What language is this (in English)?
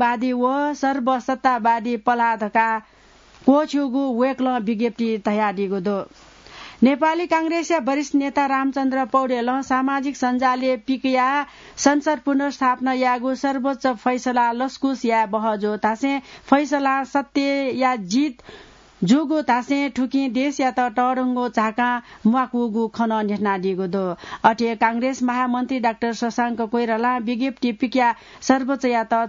Newari